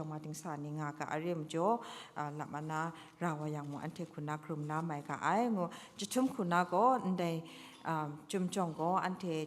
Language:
Kachin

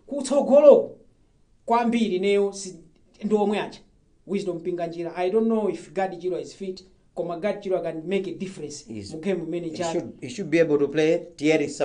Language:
Nyanja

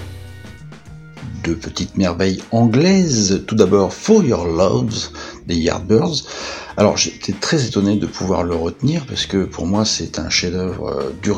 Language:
French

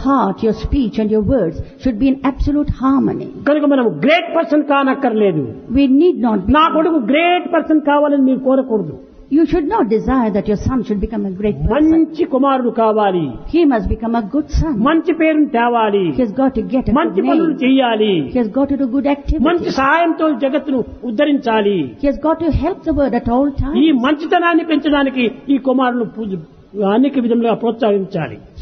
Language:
Telugu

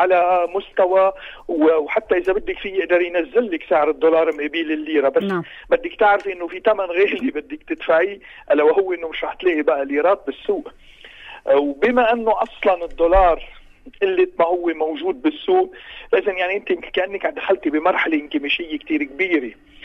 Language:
North Levantine Arabic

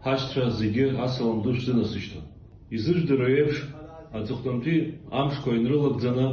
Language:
Abkhazian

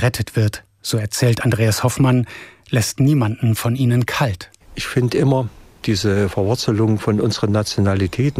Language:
German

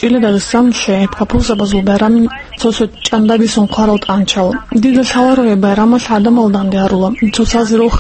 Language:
Avaric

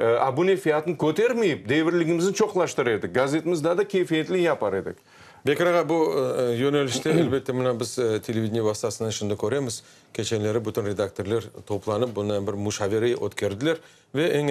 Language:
Crimean Tatar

